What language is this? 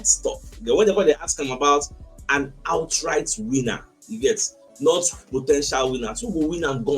Nigerian Pidgin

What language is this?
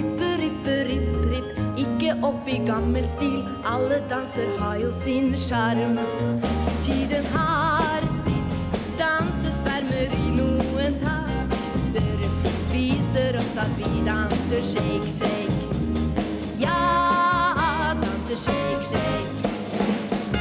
Norwegian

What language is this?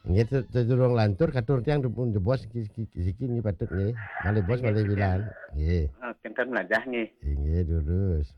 Balinese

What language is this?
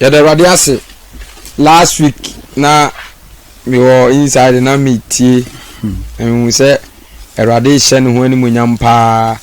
Akan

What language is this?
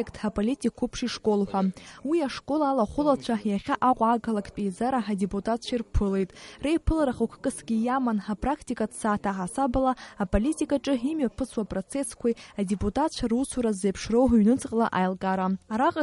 Abkhazian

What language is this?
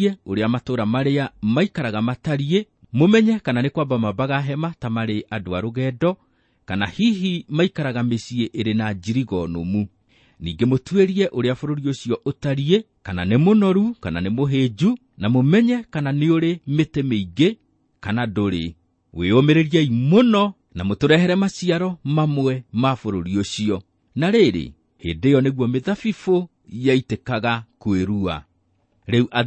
Kikuyu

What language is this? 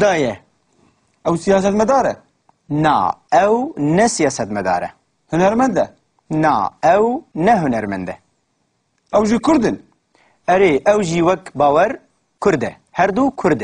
Kurdish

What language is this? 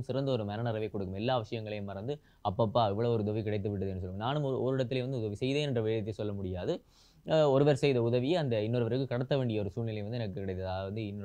Tamil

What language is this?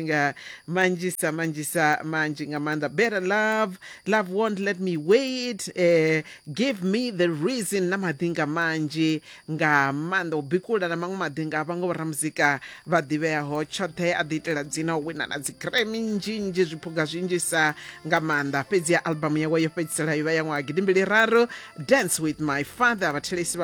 Venda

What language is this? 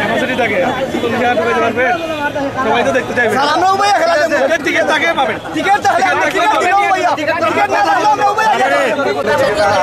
Sylheti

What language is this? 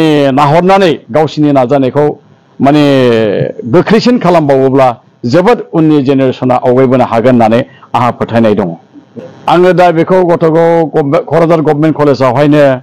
Bodo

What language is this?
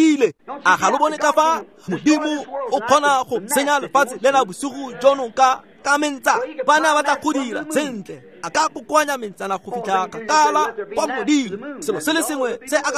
Tswana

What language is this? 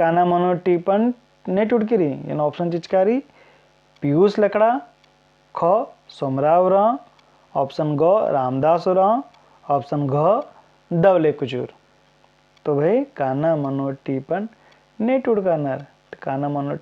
Kurukh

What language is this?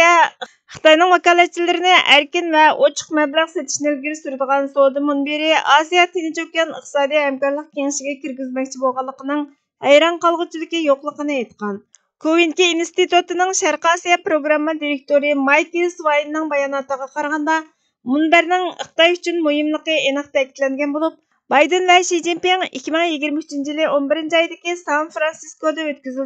Uyghur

